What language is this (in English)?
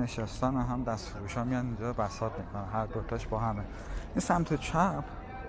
Persian